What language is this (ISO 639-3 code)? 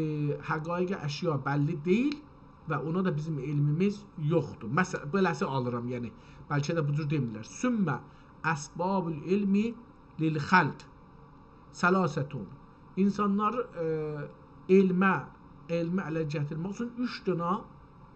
azb